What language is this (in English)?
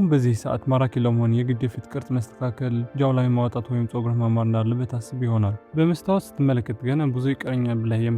Amharic